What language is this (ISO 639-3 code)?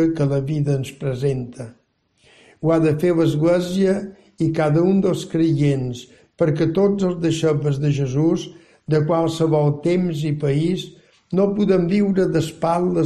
cat